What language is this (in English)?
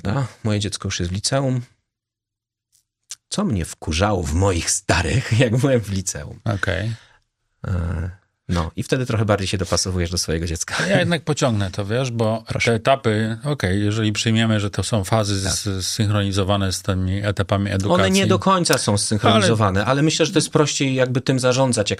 Polish